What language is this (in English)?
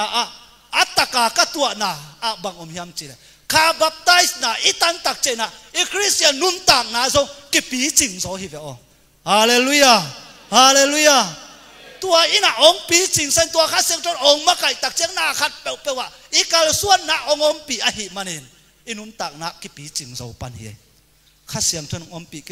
Tedim Chin